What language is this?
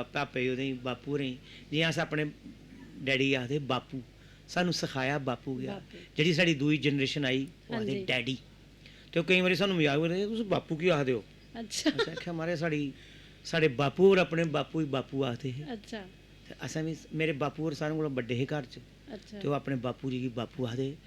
Dogri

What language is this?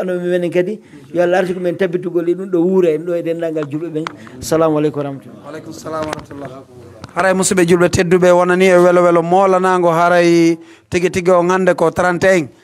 Pular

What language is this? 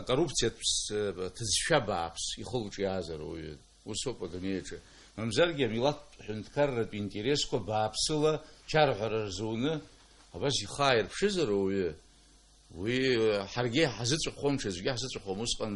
Abkhazian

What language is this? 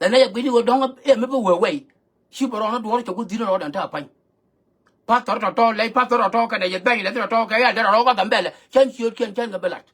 Nuer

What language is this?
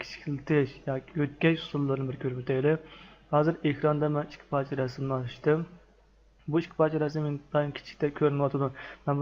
Uyghur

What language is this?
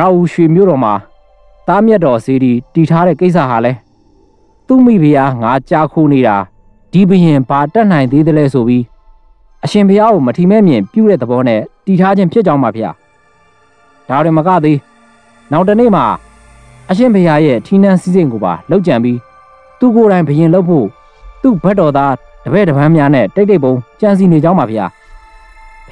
Burmese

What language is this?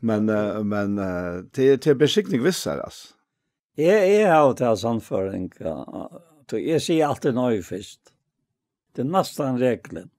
Faroese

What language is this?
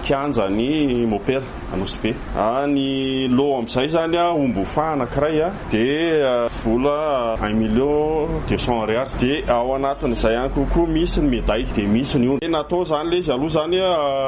Malagasy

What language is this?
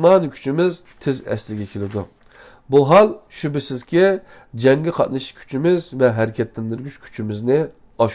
Uyghur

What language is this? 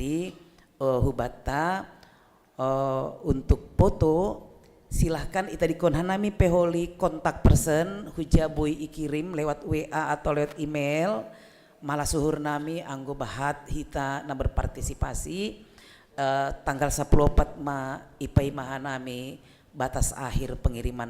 Batak Simalungun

